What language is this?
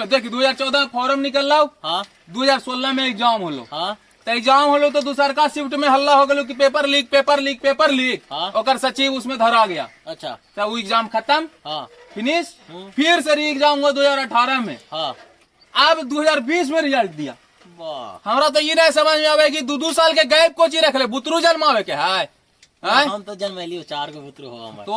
Magahi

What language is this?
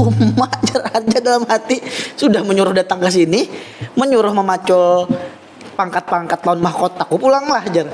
Banjar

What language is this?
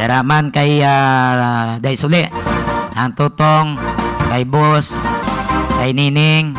Hiligaynon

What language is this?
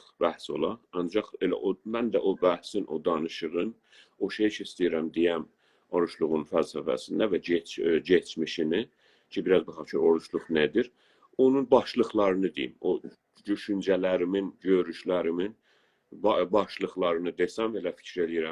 South Azerbaijani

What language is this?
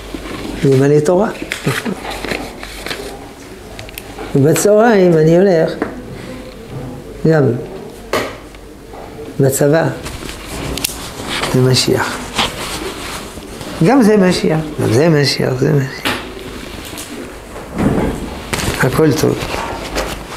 Hebrew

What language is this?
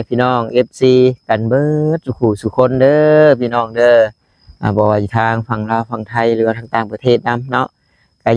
Northeastern Thai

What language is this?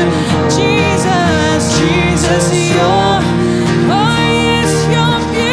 Morisyen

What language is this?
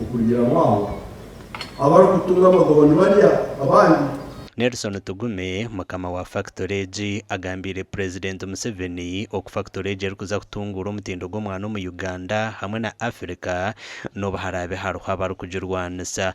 Nyankole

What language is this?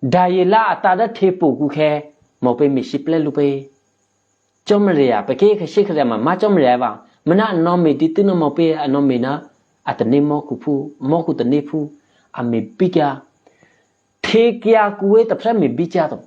Eastern Kayah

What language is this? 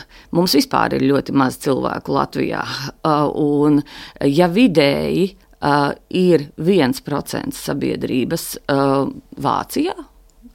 Latvian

